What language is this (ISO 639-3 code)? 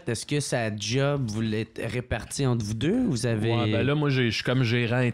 fra